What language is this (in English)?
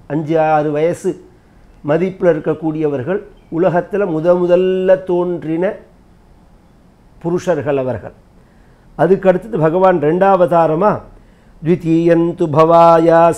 Tamil